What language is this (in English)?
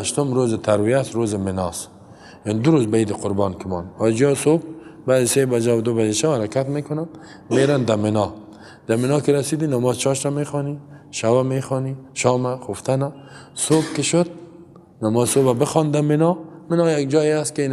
Persian